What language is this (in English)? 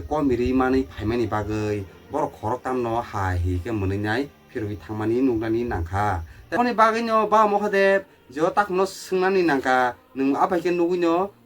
Kok Borok